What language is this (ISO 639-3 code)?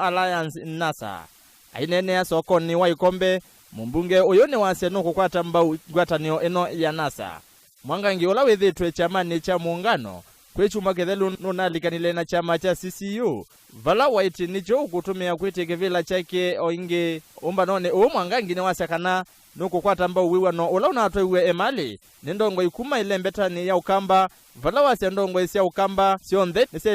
kam